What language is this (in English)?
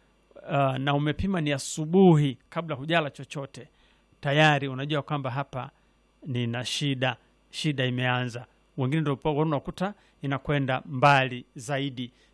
Swahili